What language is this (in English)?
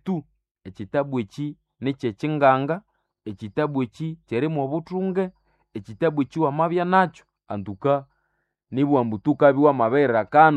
Nande